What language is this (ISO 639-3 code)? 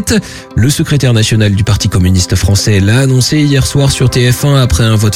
fra